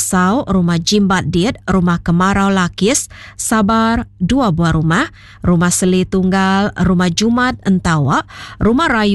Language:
Iban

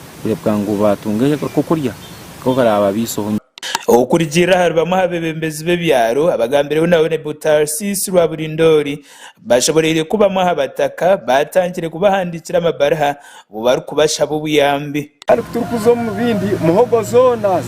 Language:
Nyankole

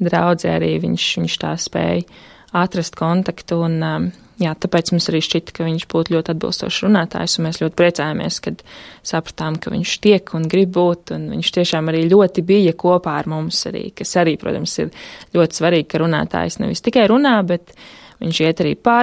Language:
Latvian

